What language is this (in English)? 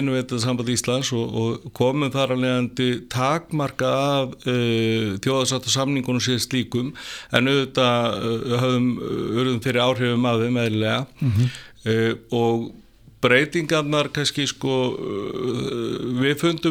Icelandic